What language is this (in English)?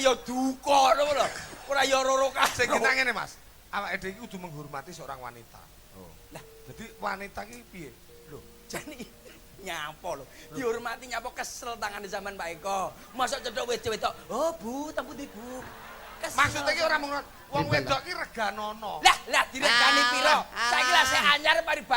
Javanese